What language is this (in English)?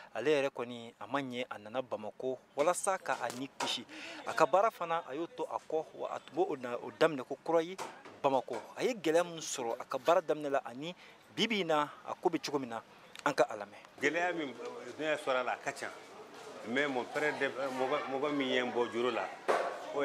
Bambara